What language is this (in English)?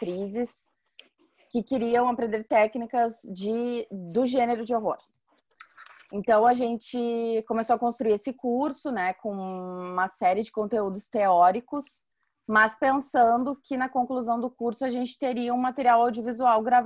Portuguese